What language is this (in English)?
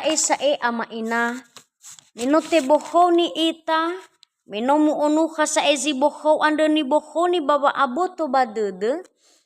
Nias